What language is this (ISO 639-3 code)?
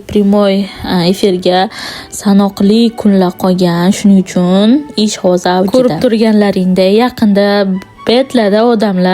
uzb